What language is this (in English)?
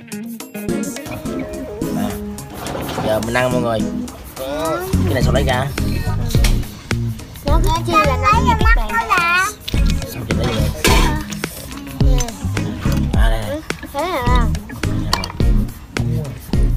Vietnamese